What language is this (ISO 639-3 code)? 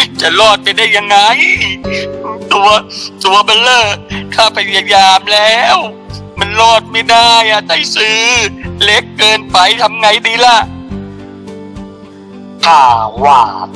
tha